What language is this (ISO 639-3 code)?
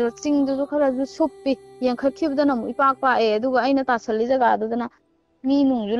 mni